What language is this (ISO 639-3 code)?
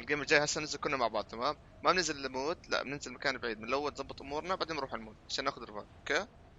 apc